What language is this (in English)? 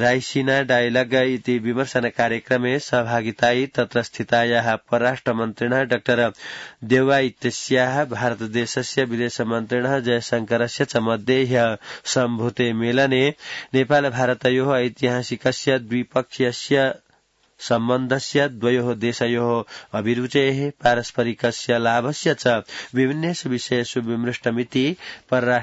Sanskrit